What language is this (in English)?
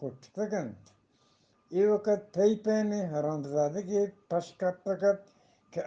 Eastern Balochi